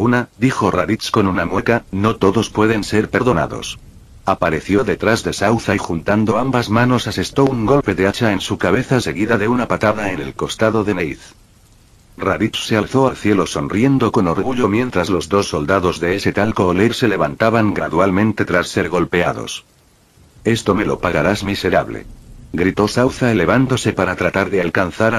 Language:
Spanish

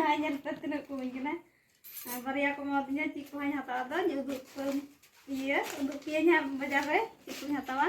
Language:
Santali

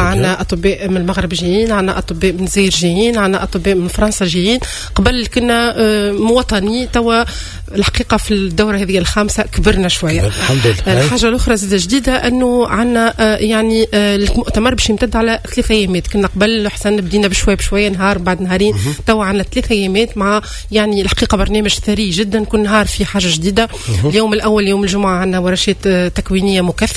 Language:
Tunisian Arabic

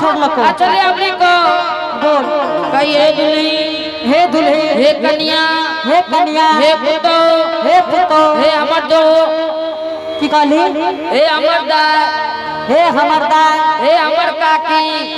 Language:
Angika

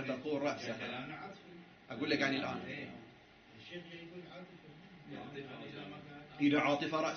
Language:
Arabic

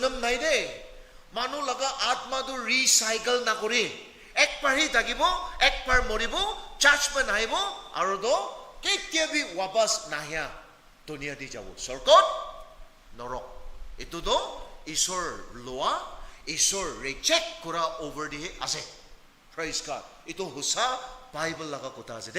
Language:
Naga Pidgin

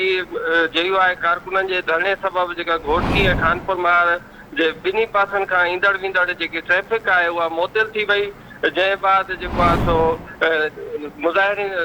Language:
Sindhi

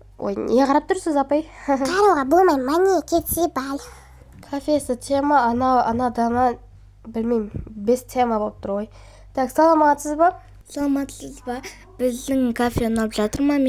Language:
Kazakh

